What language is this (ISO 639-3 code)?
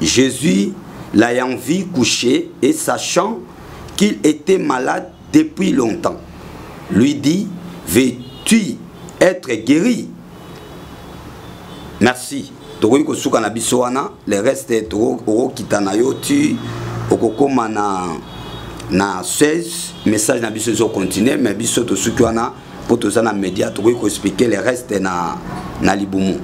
lin